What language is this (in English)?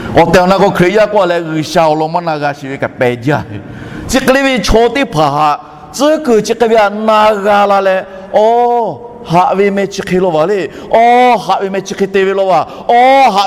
Lahu